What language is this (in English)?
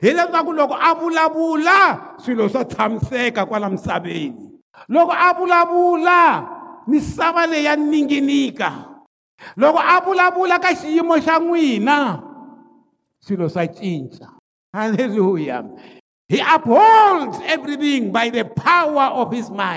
Tsonga